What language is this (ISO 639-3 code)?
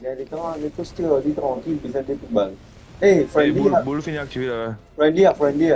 mfe